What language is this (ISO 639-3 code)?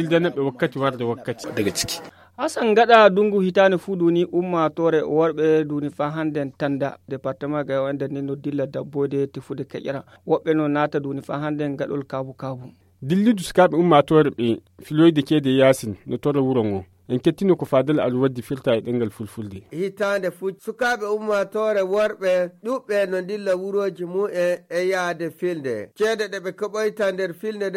ful